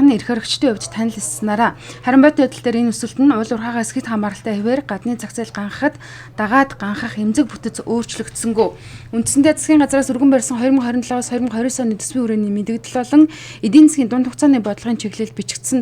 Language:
Mongolian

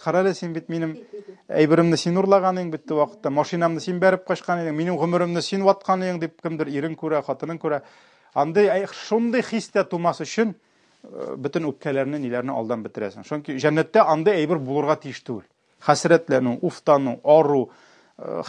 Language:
Tatar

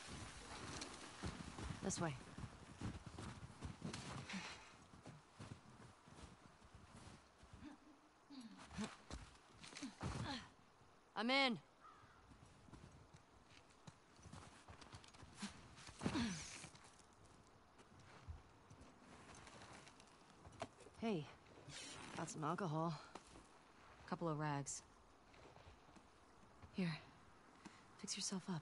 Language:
English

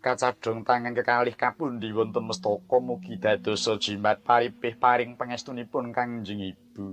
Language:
Javanese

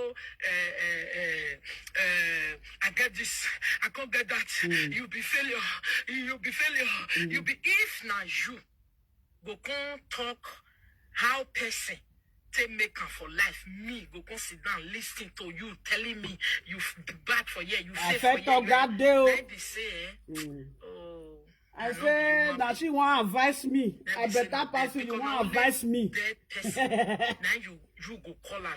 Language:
Nigerian Pidgin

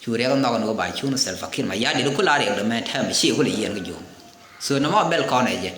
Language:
Nuer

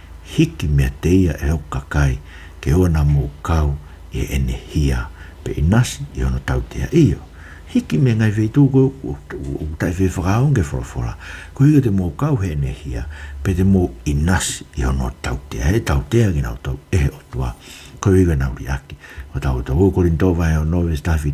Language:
Tongan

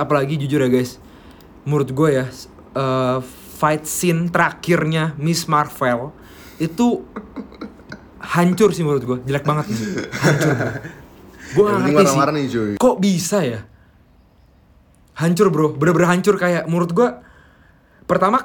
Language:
Indonesian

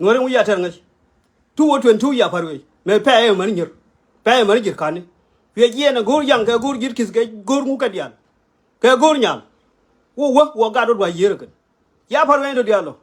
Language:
Nuer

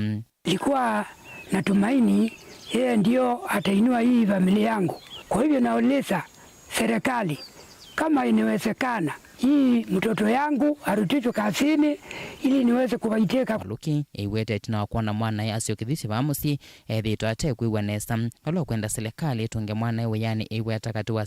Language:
Kamba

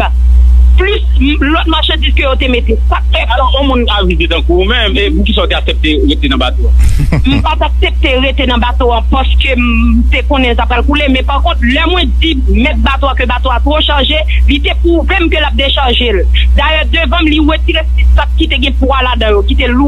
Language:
Haitian Creole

